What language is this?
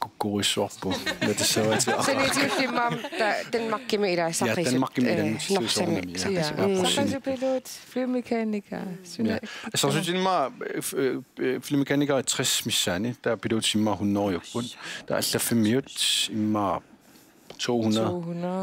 Kalaallisut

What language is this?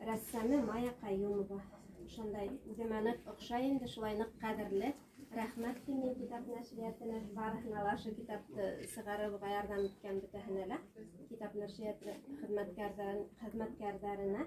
Bashkir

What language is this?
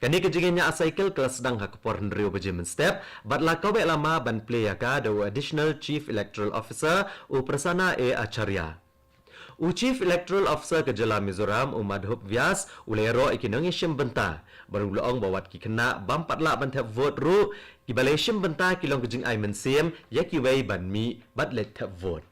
Khasi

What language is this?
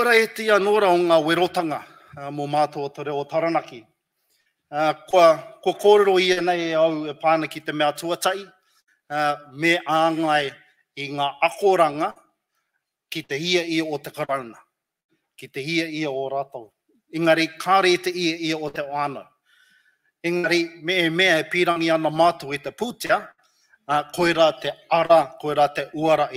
Māori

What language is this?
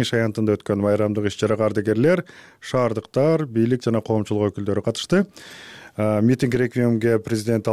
Kyrgyz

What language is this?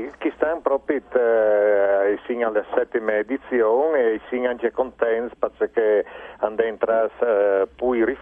Friulian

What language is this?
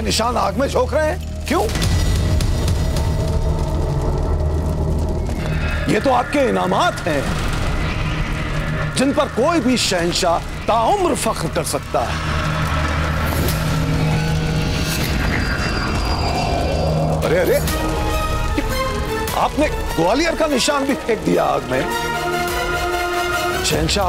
Hindi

